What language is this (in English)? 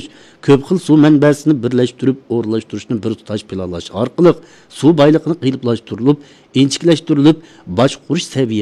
Uyghur